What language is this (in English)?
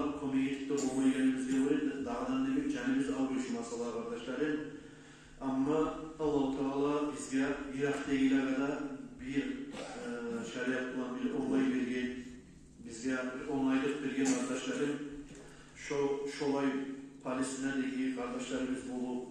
Kumyk